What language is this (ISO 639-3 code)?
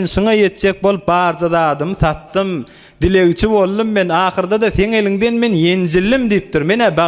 tuk